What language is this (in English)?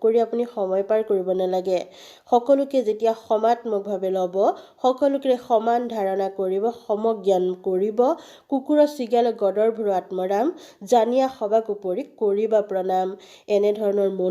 Assamese